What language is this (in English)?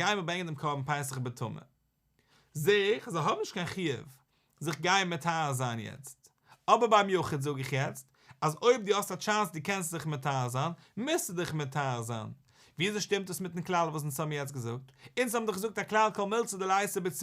Yiddish